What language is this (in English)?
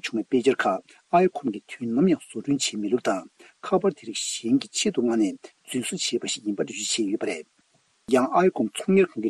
Tibetan